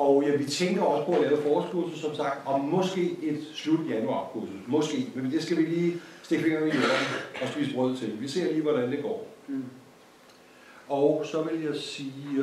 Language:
Danish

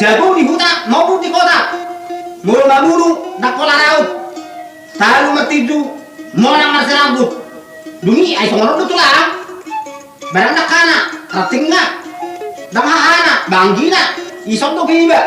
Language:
Batak Toba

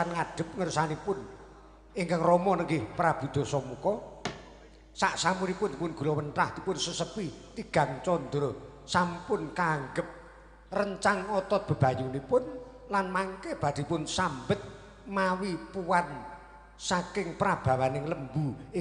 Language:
Javanese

